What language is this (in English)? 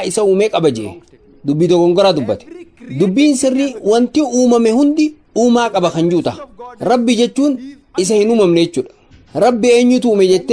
Oromo